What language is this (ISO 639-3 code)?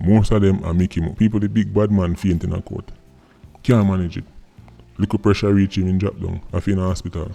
jam